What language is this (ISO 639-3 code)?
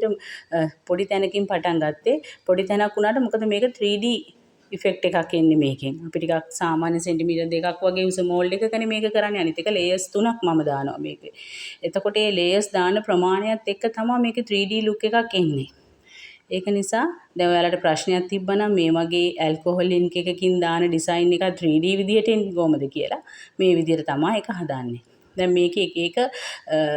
sin